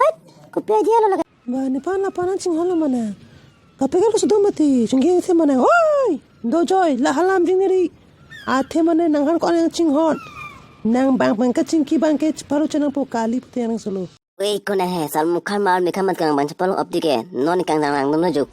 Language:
Karbi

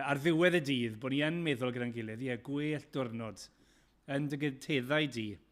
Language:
Welsh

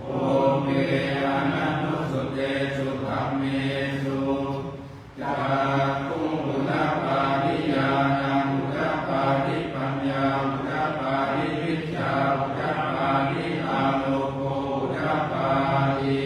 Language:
Pali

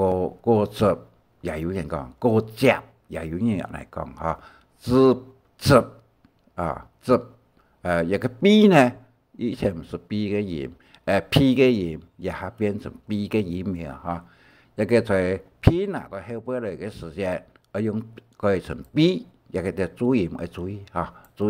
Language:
Hakka Chinese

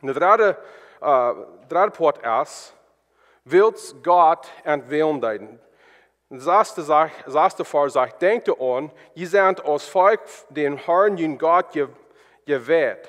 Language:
Plautdietsch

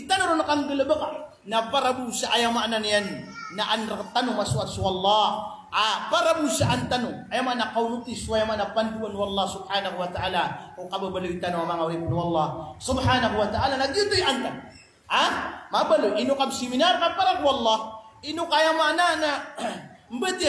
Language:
Maranao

